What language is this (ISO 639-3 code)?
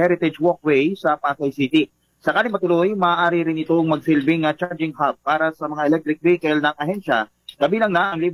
fil